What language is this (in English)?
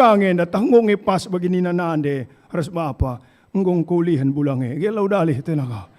Batak Karo